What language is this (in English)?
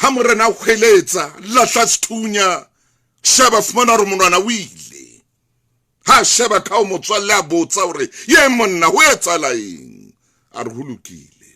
Southern Sotho